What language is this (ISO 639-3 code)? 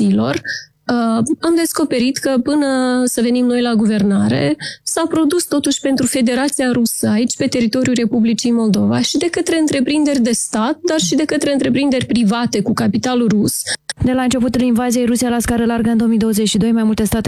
ron